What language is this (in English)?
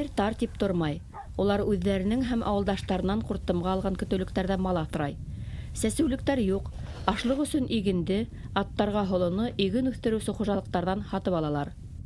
Bashkir